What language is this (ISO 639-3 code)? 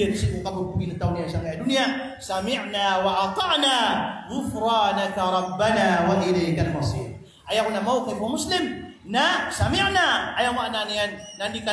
mrw